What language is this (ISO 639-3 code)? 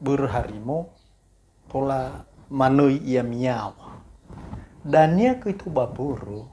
nia